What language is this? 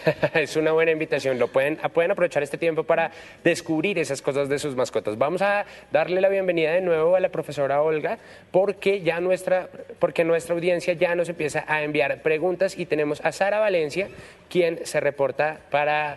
Spanish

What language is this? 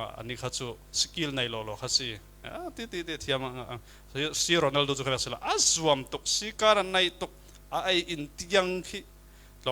Falam Chin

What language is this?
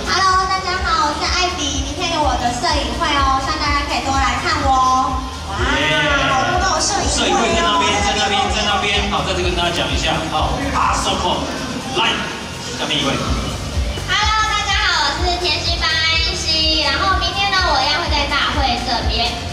Chinese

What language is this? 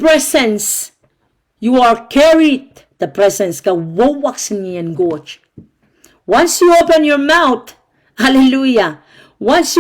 Pohnpeian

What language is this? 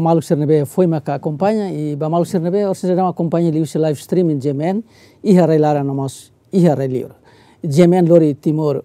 Tetum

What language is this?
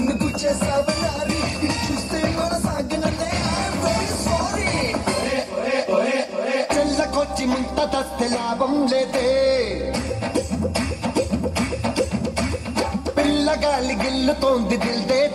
Telugu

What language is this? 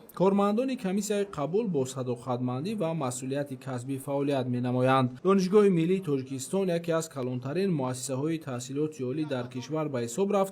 Tajik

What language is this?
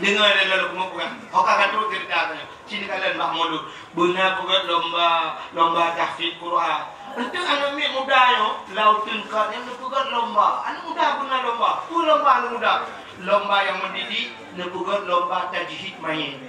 Achinese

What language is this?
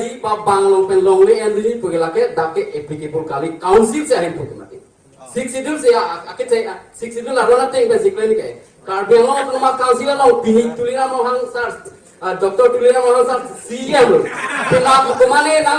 Karbi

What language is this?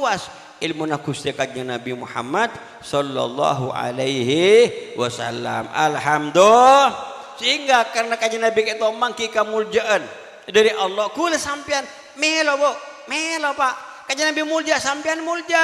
Madurese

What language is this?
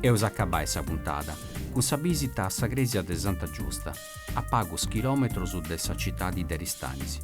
Sardinian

